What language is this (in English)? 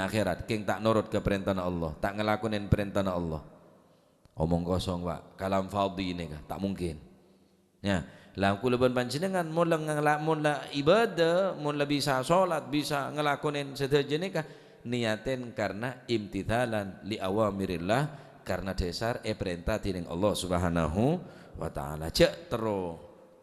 Madurese